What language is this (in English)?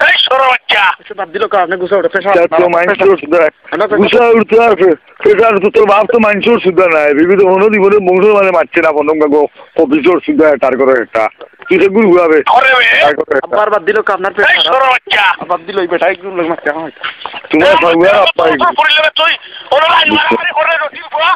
Sylheti